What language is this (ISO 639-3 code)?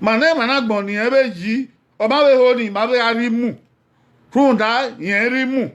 bin